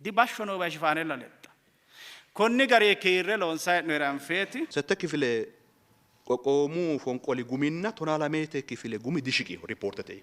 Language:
Sidamo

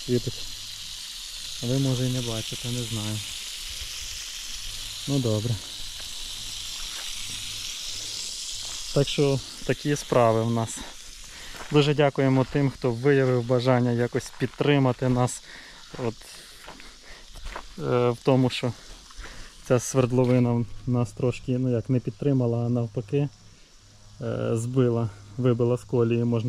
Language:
Ukrainian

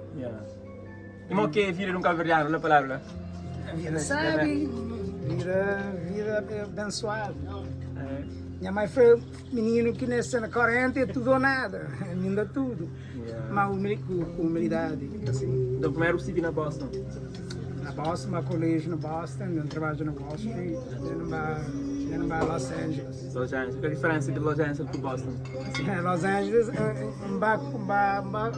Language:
Kabuverdianu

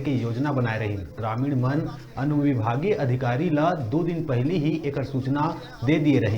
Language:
Chhattisgarhi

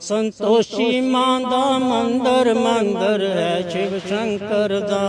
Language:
Dogri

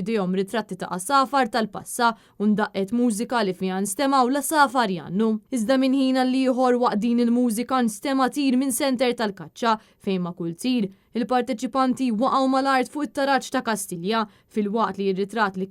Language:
Maltese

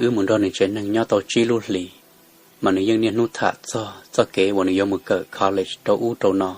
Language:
Hmong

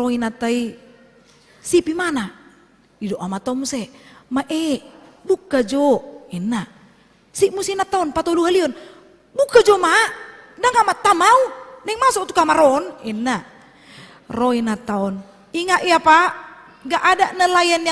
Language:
Batak Toba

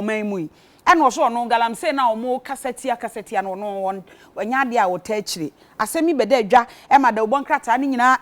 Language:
Akan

